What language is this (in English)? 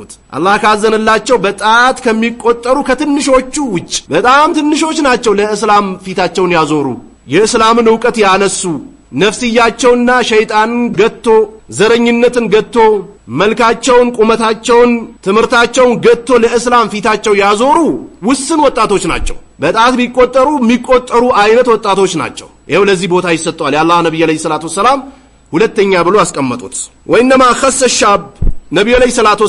Amharic